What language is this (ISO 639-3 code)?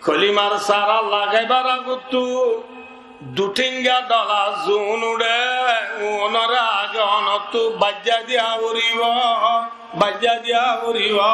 rhg